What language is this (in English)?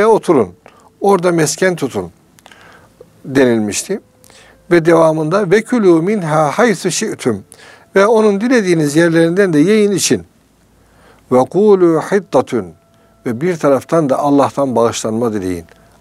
Turkish